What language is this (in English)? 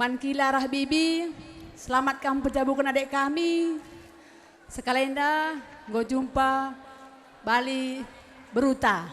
Batak Karo